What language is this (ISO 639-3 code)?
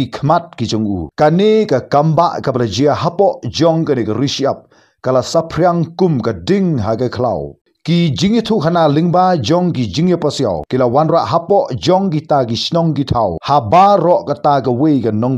kha